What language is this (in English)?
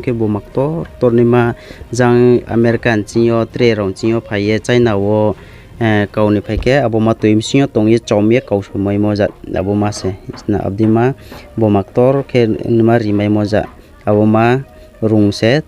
Riang (India)